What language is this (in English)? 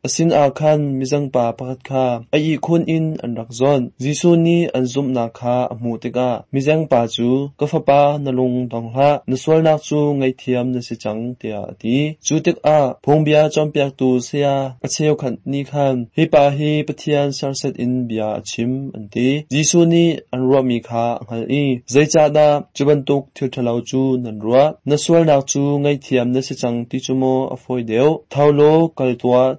Hakha Chin